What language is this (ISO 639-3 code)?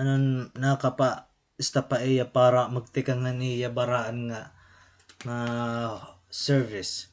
war